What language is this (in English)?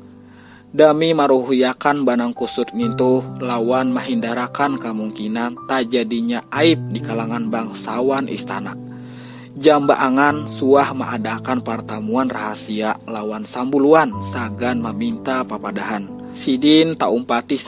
Banjar